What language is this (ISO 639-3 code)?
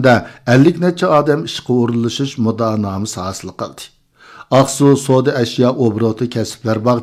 uig